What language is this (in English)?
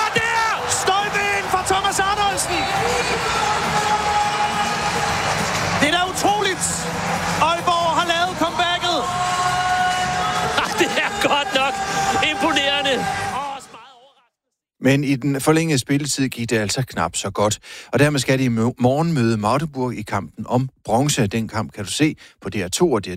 Danish